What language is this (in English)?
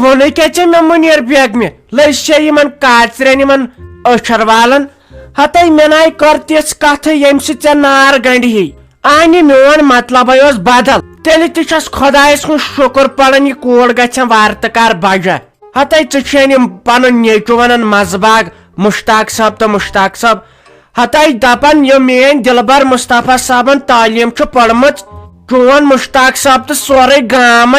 Kashmiri